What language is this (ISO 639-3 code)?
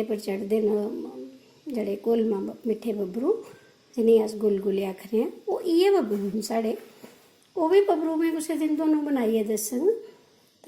doi